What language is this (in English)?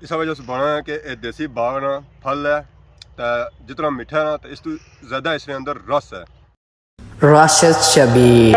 Pahari-Potwari